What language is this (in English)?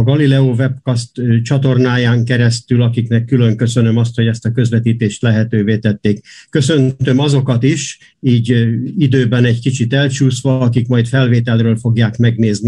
Hungarian